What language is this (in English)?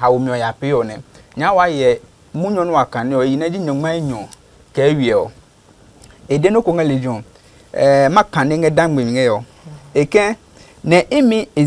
Adangme